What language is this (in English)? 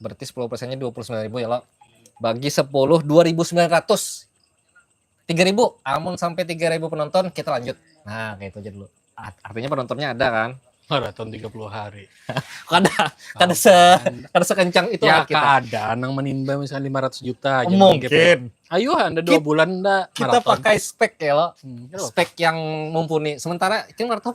Banjar